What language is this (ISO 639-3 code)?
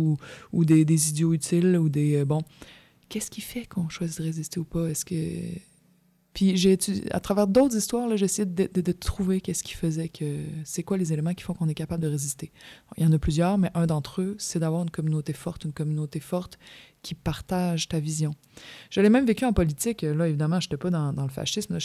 fra